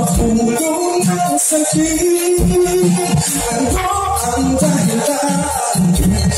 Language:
Filipino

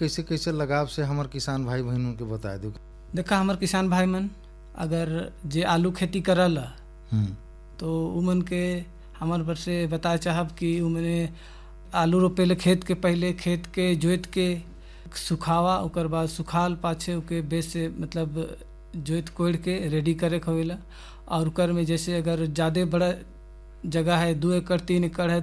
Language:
Sadri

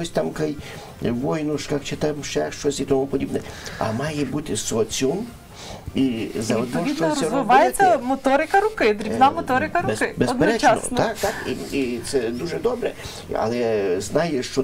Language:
Ukrainian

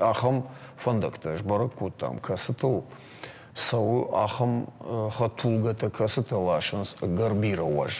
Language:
Ossetic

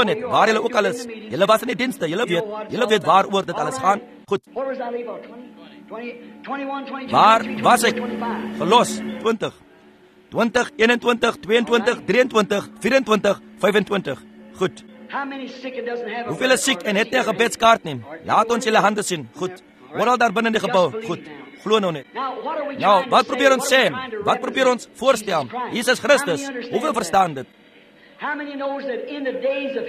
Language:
Afrikaans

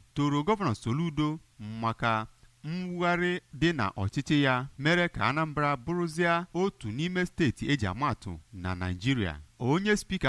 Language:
Igbo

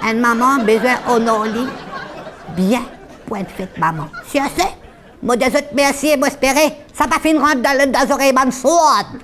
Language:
Morisyen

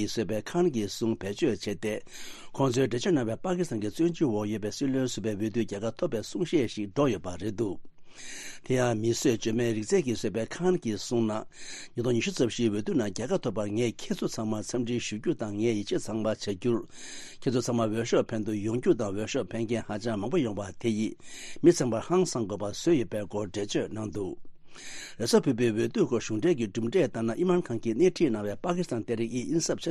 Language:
Tibetan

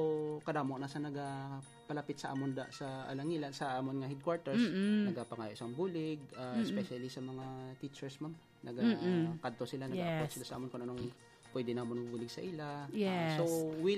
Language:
Hiligaynon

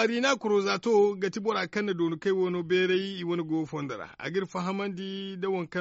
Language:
Zarma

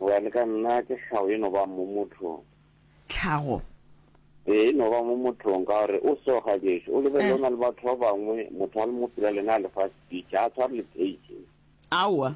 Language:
Northern Sotho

